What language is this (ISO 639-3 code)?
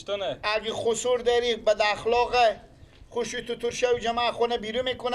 fas